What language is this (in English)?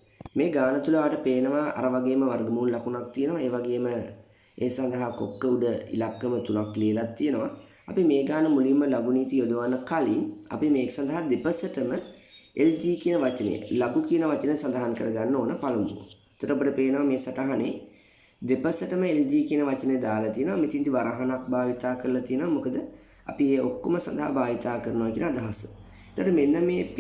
Sinhala